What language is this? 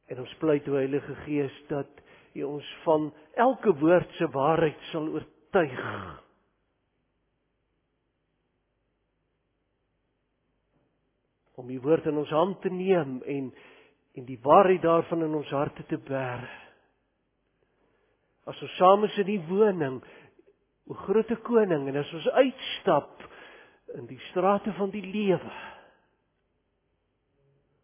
Afrikaans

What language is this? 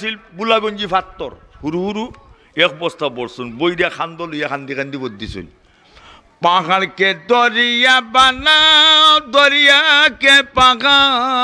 Sylheti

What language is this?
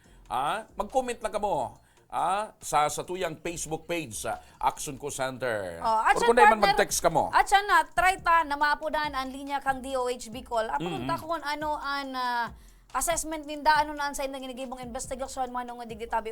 Bikol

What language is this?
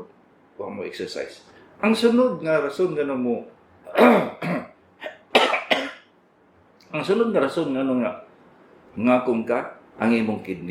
Cebuano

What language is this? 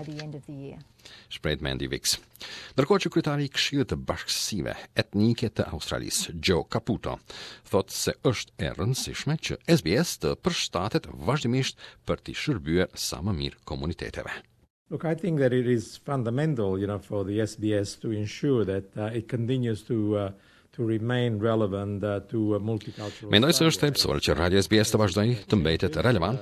Albanian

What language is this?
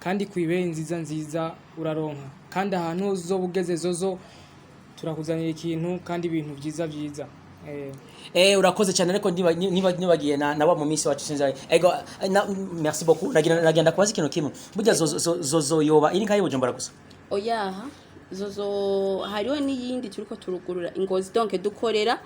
Rundi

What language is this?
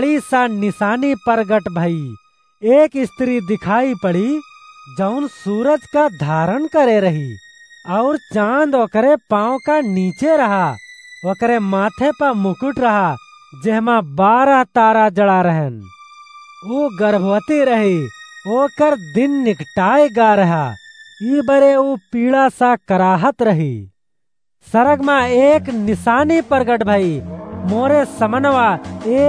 Awadhi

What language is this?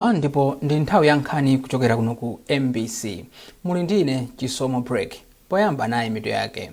Nyanja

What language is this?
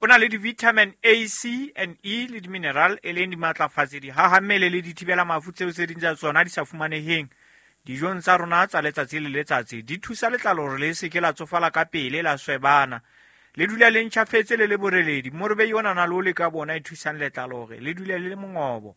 Southern Sotho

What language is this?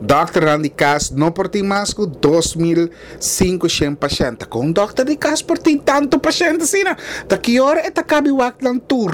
Papiamento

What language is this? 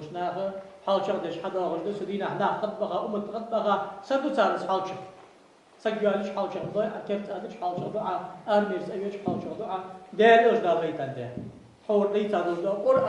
Ingush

